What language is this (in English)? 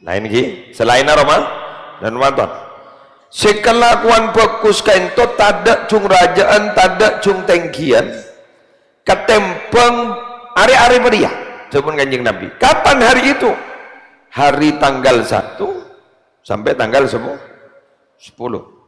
Madurese